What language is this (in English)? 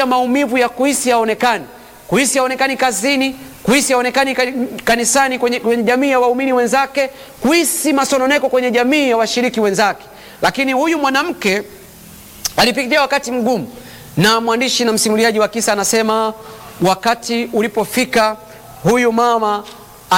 Swahili